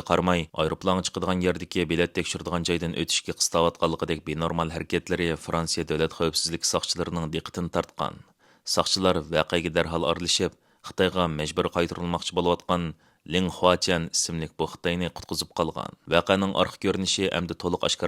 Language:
Uyghur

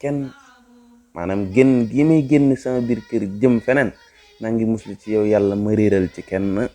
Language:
Wolof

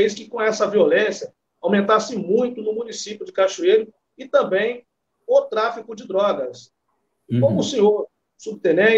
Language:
Portuguese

